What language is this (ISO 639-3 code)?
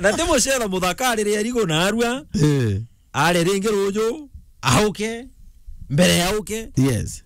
mer